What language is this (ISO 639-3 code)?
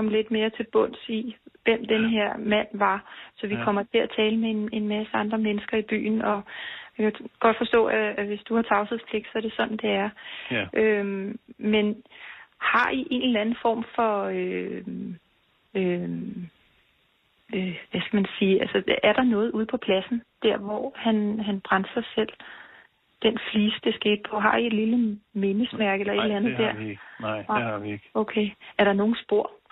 dan